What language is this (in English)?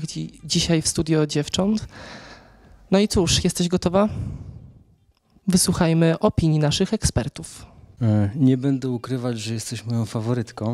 Polish